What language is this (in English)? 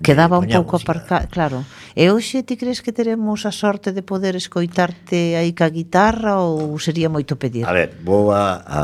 Galician